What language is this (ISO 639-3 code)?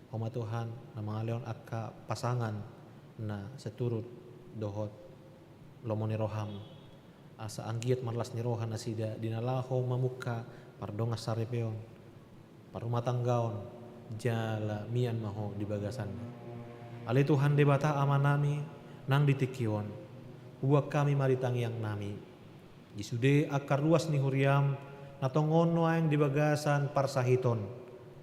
bbc